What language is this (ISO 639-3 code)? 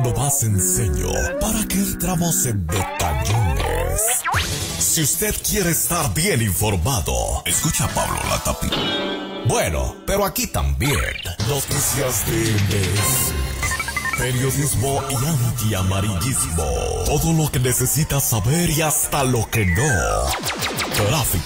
spa